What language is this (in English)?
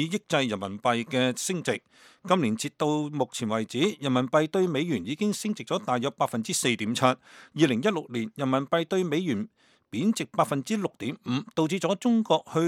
Cantonese